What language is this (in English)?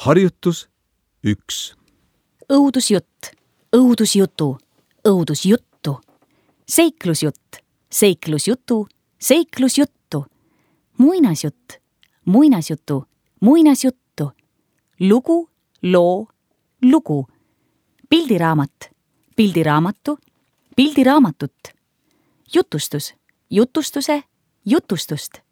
Estonian